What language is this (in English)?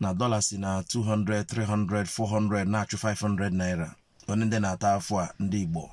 Igbo